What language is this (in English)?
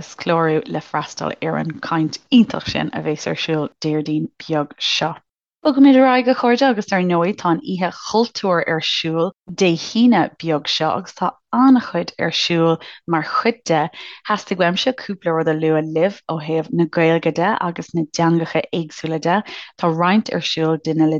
Irish